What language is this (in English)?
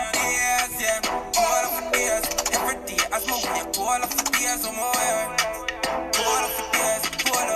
Jamaican Creole English